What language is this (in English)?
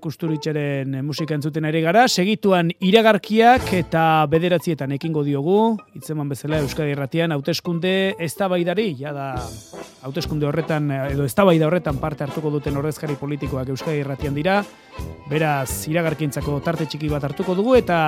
Basque